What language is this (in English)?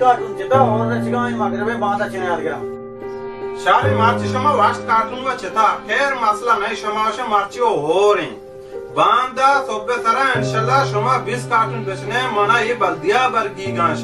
Baluchi